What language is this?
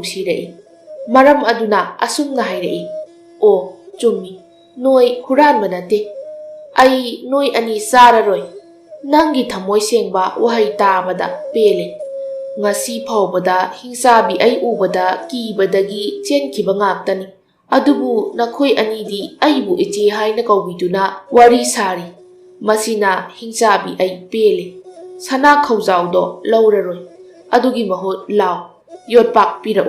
Manipuri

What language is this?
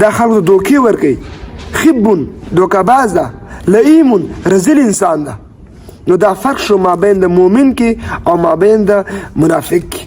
Pashto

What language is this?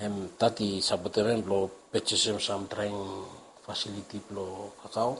Bislama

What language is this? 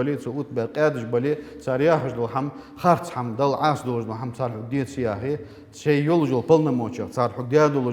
Ingush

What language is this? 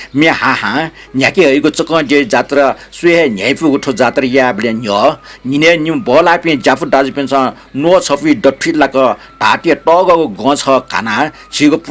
Newari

